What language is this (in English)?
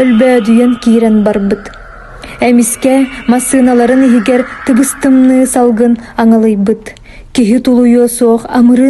Yakut